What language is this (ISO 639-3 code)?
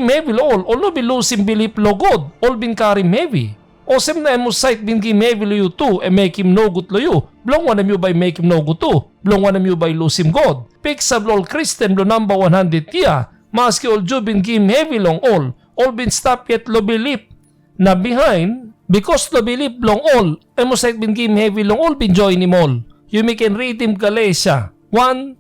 tpi